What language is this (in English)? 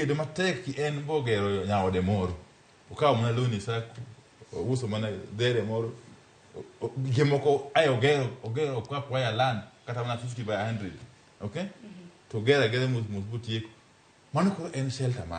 Luo (Kenya and Tanzania)